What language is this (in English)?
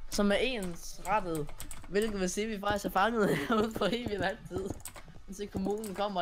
Danish